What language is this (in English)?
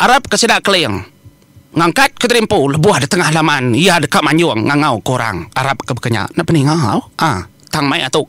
Iban